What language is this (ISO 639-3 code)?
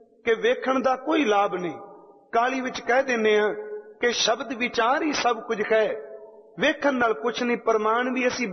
pan